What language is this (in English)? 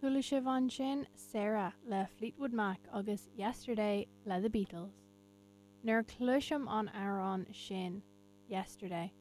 Irish